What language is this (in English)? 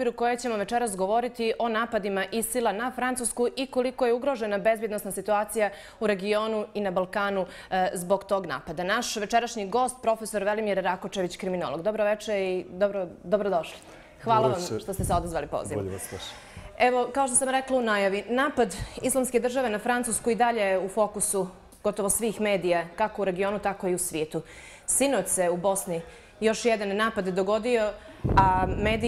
Bosnian